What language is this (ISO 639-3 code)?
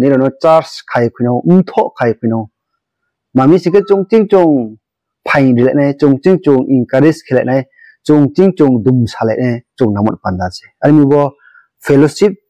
ria